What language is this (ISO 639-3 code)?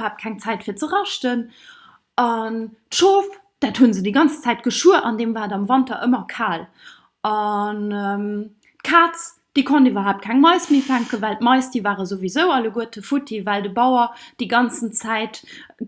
ltz